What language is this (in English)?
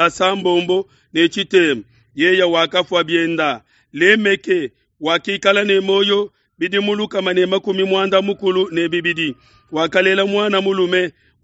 Luba-Lulua